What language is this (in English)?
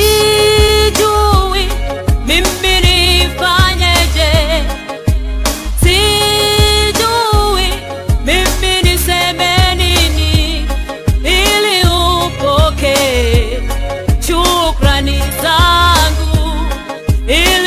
Swahili